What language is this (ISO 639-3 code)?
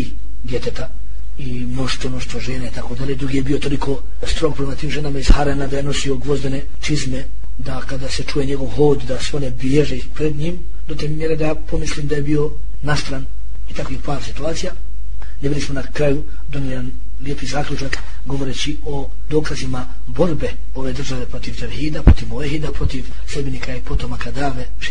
bos